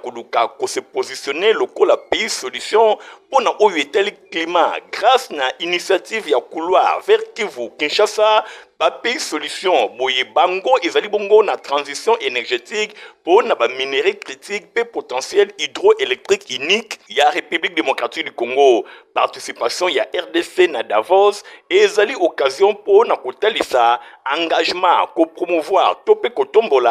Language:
Lingala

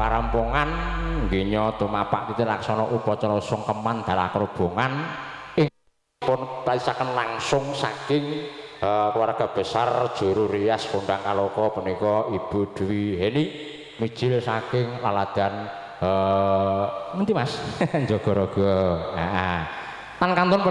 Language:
Javanese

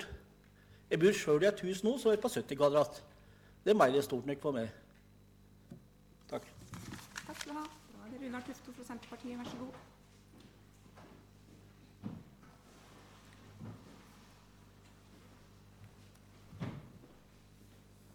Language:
Norwegian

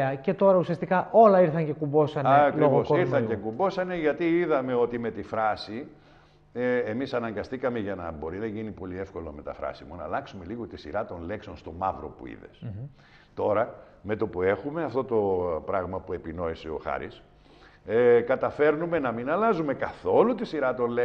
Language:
Greek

